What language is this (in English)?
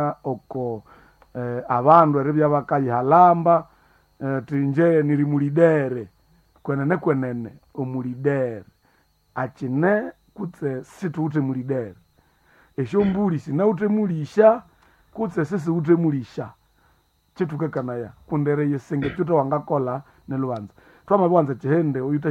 Nande